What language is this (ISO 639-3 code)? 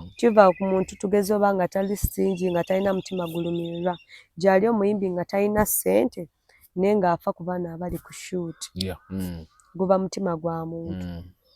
lug